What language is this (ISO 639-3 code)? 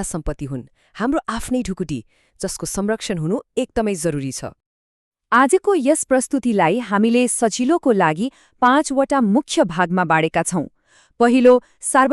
nep